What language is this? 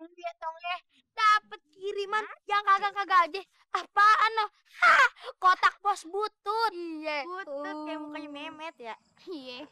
Betawi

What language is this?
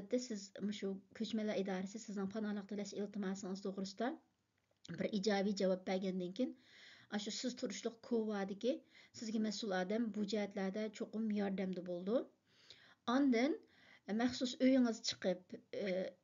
Uyghur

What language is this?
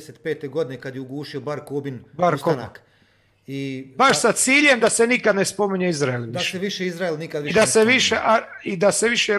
Croatian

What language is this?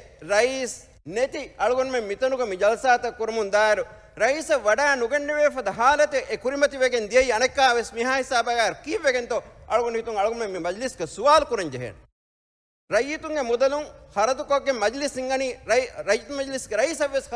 Divehi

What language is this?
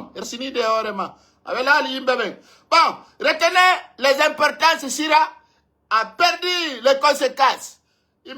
Pular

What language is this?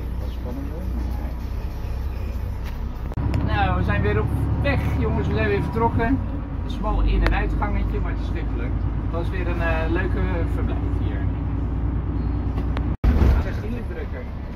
Dutch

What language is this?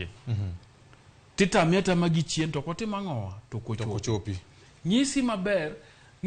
Luo (Kenya and Tanzania)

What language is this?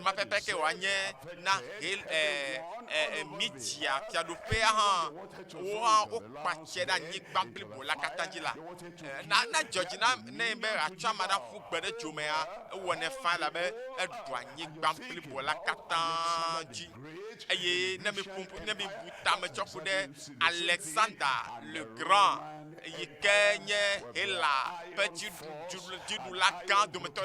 Ewe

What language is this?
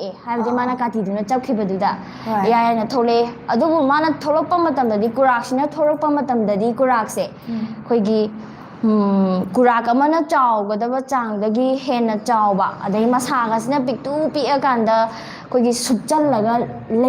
Manipuri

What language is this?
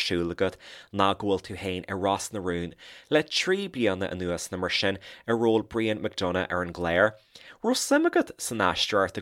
Irish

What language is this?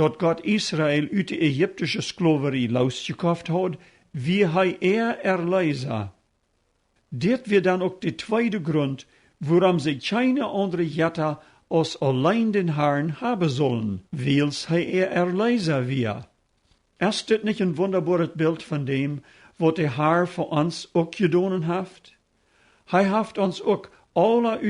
Plautdietsch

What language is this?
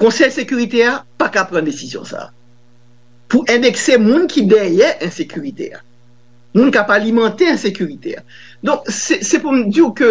Haitian Creole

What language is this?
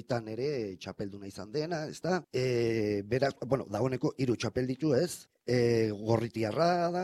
Basque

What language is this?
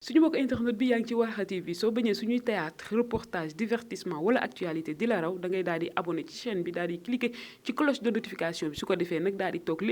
Wolof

